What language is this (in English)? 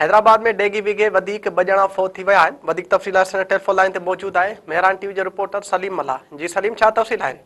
Sindhi